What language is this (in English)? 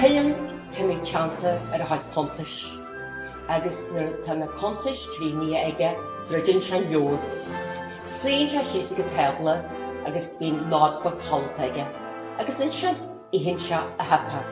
Irish